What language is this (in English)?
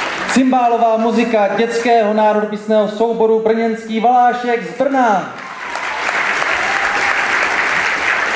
Czech